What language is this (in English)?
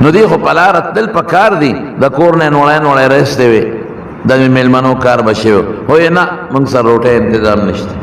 Pashto